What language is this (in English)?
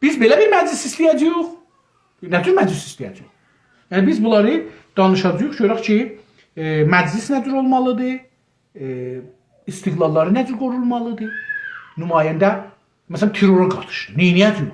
South Azerbaijani